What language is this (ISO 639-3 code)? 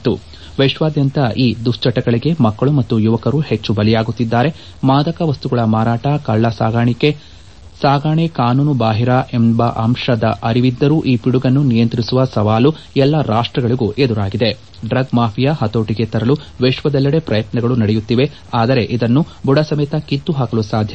kan